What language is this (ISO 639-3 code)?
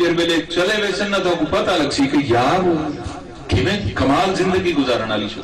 skr